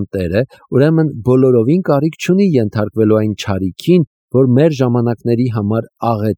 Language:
Armenian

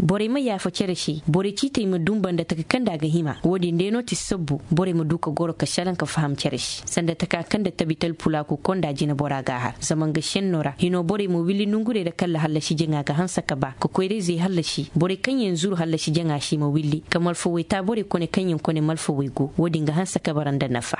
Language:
Koyraboro Senni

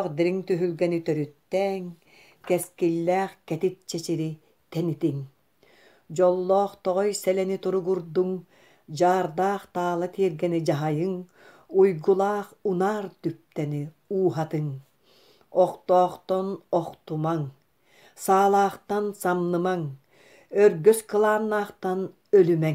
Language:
Yakut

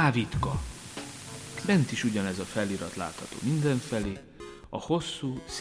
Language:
Hungarian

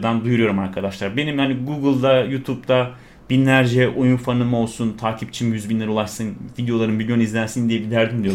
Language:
Turkish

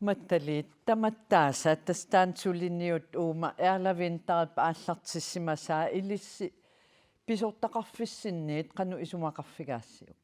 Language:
Kalaallisut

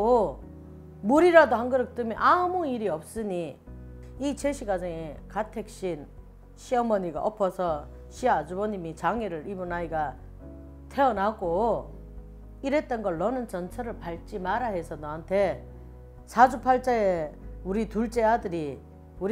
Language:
Korean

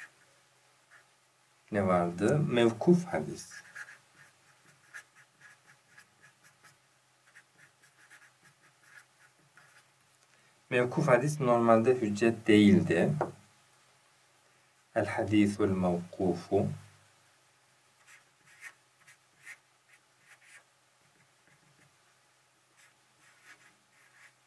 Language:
Turkish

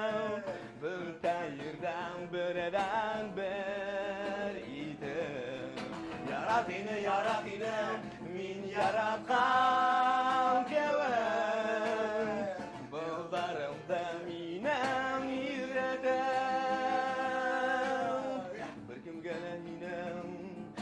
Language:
Bashkir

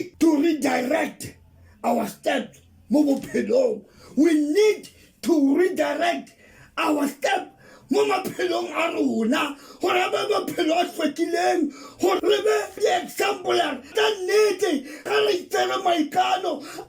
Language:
Tswana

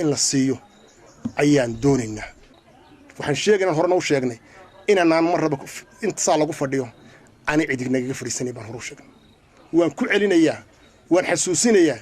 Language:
Somali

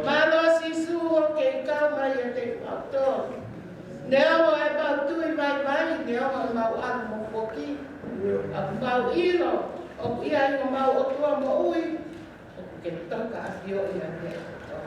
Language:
Tongan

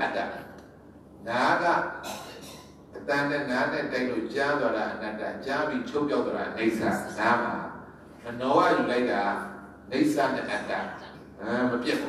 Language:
Burmese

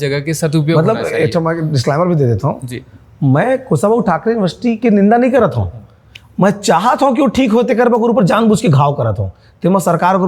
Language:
Chhattisgarhi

